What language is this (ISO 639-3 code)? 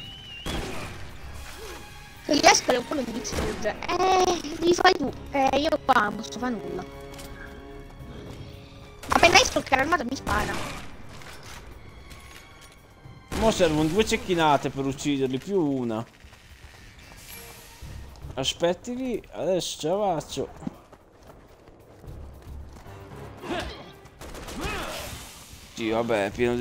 ita